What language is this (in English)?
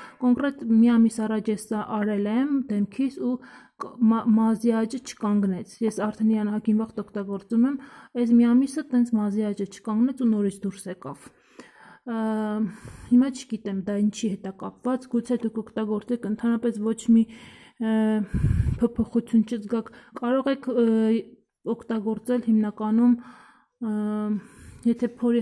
Armenian